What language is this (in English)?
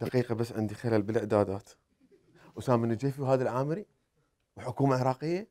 Mesopotamian Arabic